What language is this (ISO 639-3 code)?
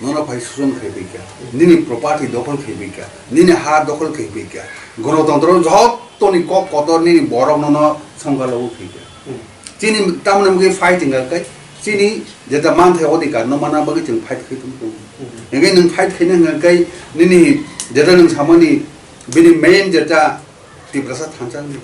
trp